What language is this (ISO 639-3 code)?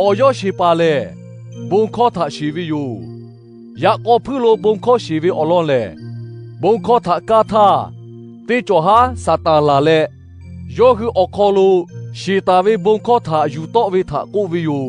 lhu